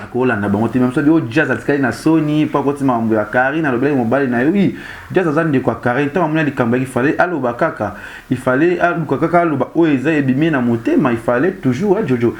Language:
Lingala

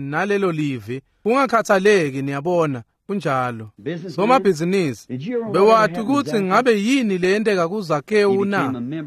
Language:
Swati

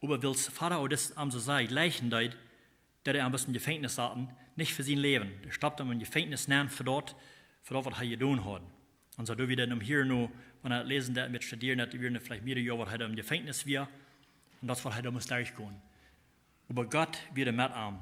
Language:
Plautdietsch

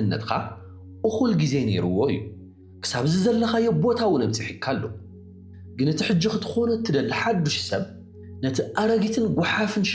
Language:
Tigrinya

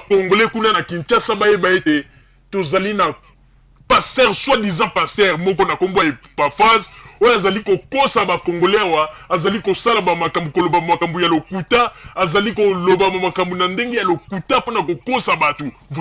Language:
Lingala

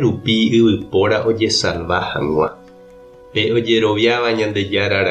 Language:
Guarani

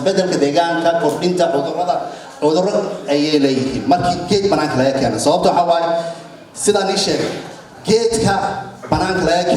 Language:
Somali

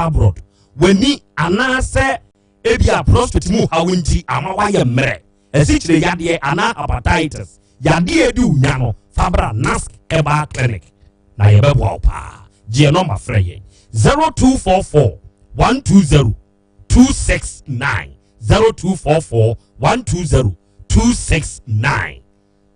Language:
Akan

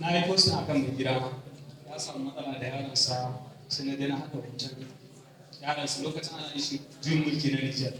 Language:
Hausa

